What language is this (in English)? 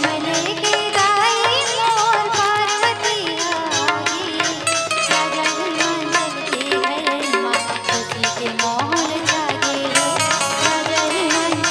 Chhattisgarhi